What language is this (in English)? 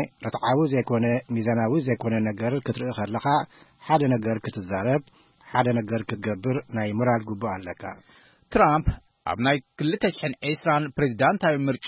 Tigrinya